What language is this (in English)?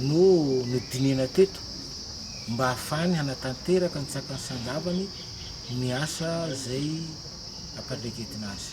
Malagasy